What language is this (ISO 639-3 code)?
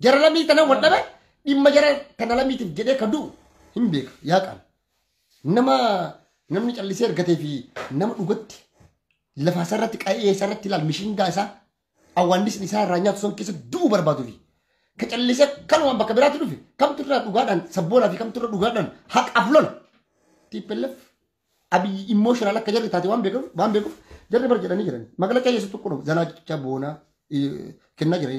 orm